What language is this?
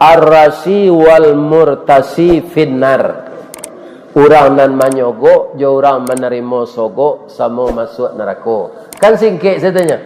Minangkabau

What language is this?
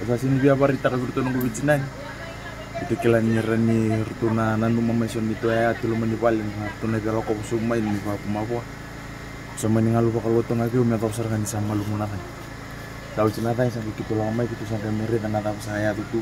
Fijian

